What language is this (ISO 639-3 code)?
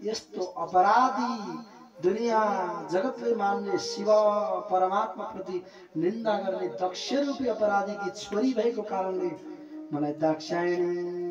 nep